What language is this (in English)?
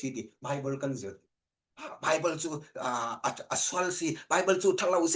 Falam Chin